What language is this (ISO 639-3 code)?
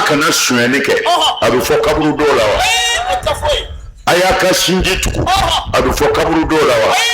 bam